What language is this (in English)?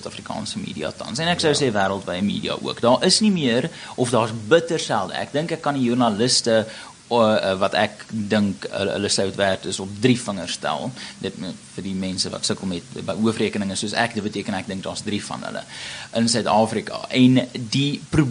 Afrikaans